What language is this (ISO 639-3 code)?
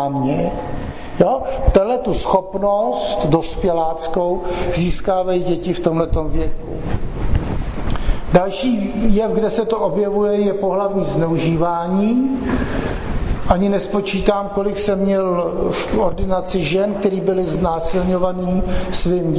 ces